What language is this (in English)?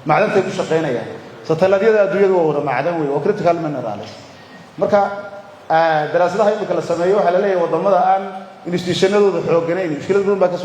Somali